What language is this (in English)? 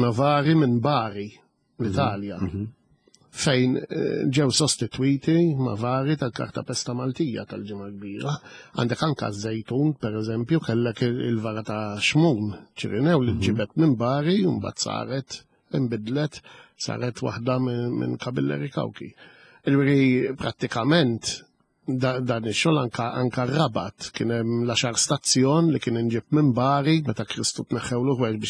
Maltese